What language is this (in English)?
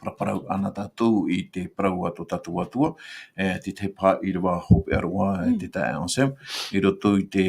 Tahitian